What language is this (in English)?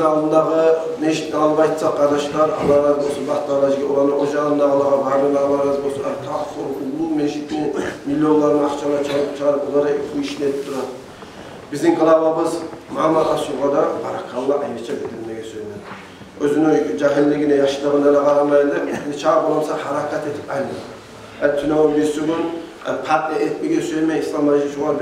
Kumyk